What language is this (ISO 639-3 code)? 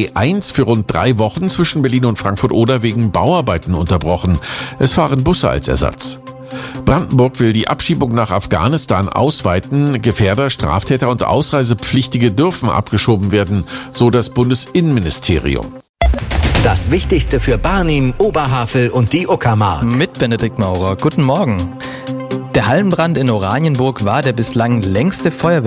deu